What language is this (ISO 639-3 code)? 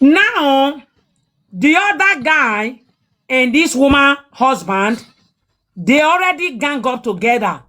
pcm